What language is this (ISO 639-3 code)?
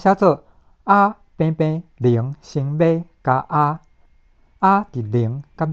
nan